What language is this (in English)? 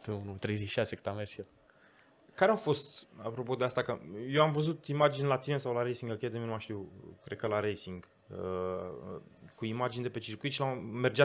Romanian